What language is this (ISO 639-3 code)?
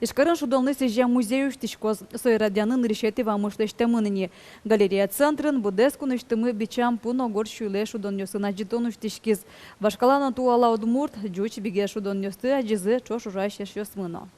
udm